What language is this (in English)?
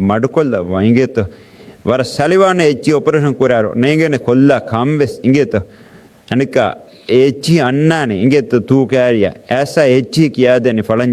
Divehi